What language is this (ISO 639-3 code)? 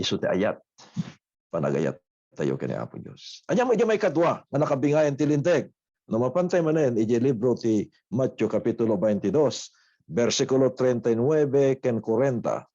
ilo